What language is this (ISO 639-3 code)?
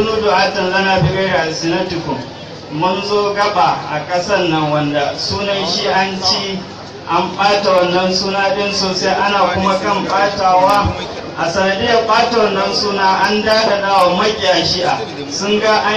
hau